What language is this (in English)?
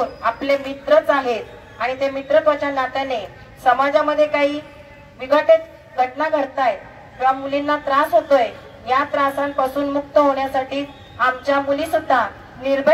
Marathi